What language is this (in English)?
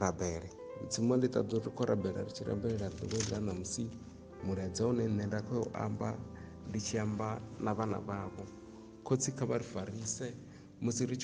Venda